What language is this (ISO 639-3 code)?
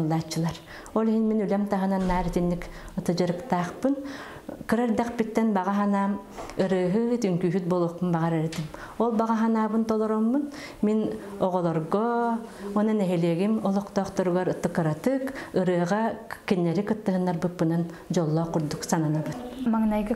sah